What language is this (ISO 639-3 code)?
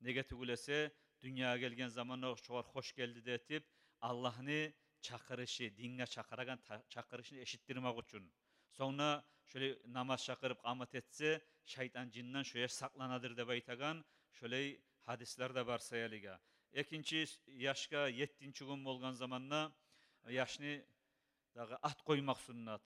kum